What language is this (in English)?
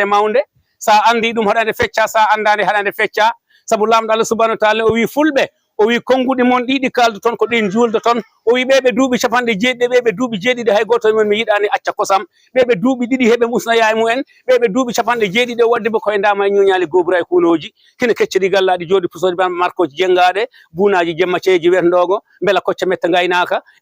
Fula